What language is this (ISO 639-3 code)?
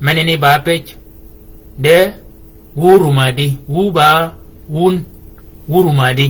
shk